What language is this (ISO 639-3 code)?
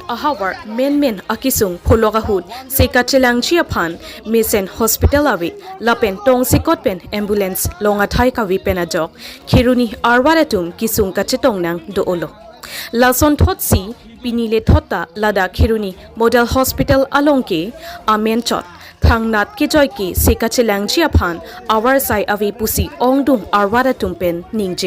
mjw